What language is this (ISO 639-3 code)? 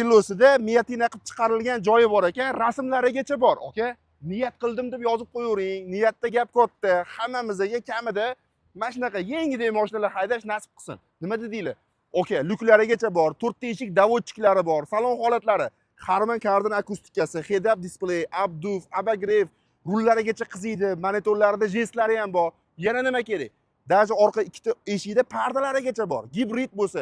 uzb